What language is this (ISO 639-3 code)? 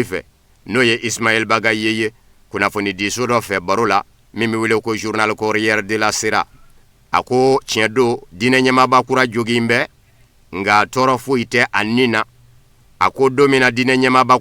bam